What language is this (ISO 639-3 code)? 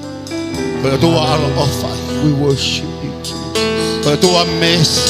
ton